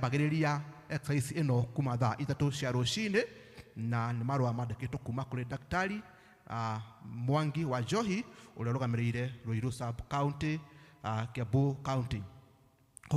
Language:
Kikuyu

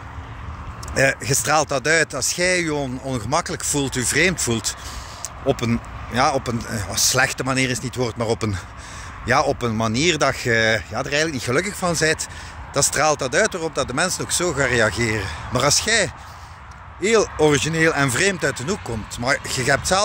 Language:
Dutch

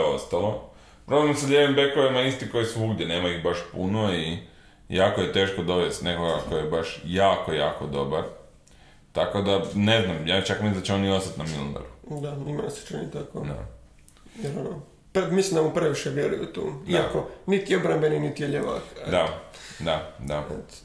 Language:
Croatian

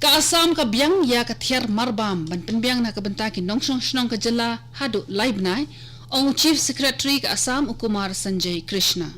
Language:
Khasi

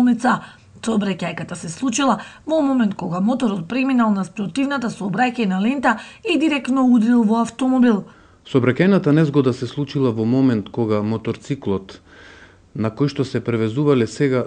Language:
Macedonian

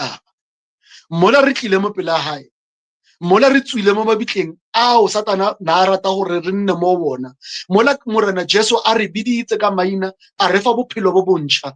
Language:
Southern Sotho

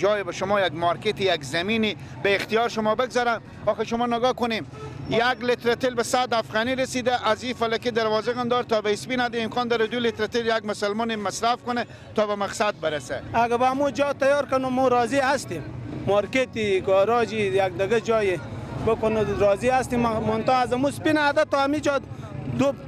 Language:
Persian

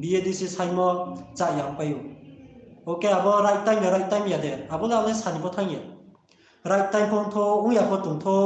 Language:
Riang (India)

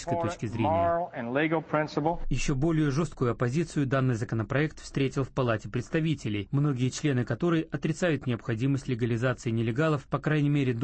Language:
Russian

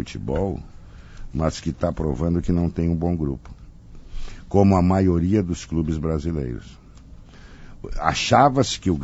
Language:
Portuguese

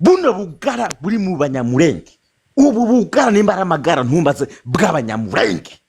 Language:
Rundi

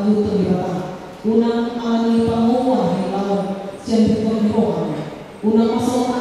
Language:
Batak Toba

